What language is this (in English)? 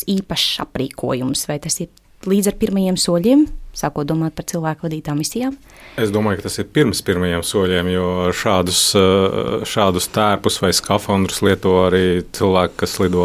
Latvian